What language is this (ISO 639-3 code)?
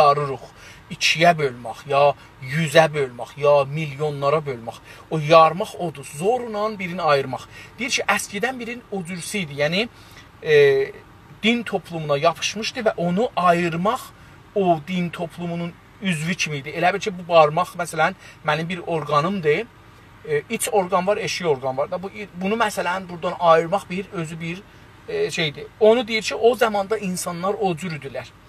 azb